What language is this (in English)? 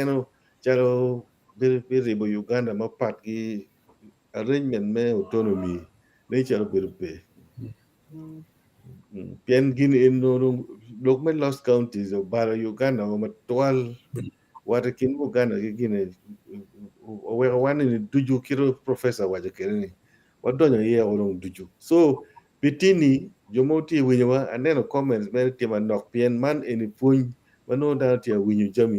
Acoli